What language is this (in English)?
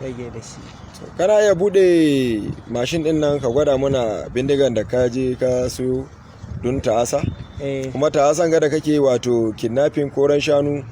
Hausa